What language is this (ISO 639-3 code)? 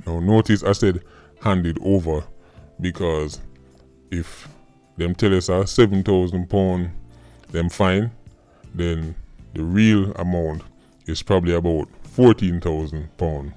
jam